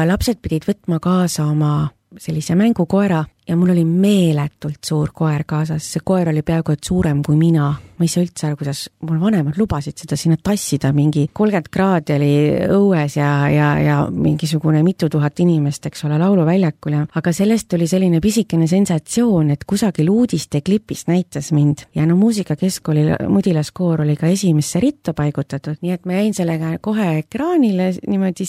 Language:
Estonian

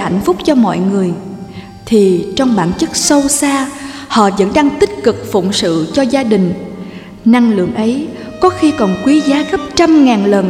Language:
Vietnamese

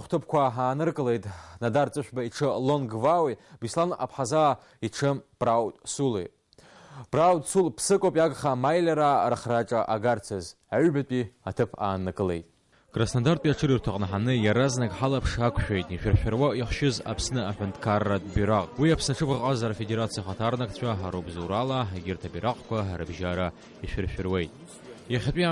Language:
Abkhazian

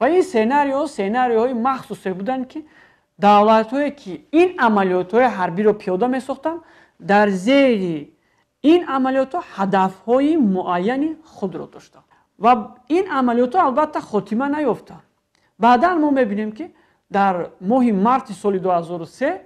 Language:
Tajik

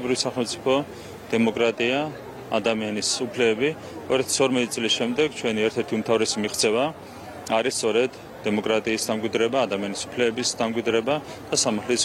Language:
Georgian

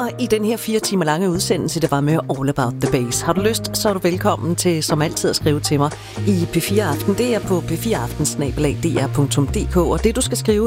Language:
Danish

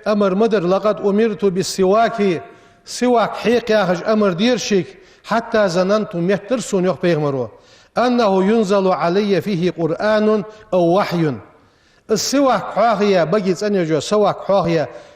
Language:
Ingush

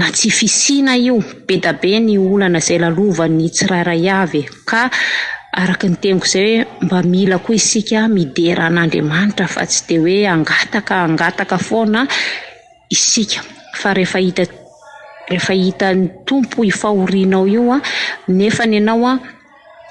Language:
Malagasy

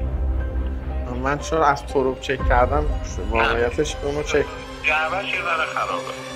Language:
Persian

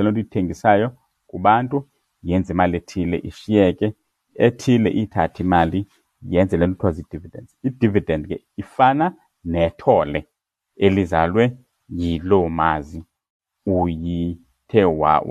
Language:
Xhosa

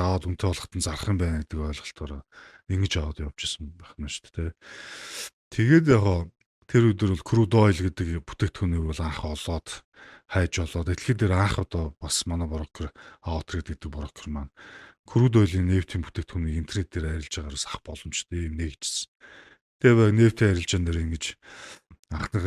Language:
Mongolian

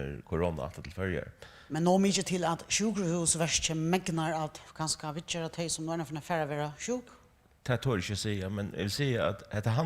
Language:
Faroese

